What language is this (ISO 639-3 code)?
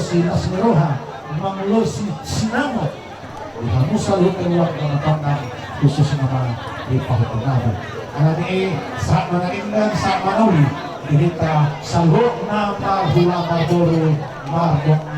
bbc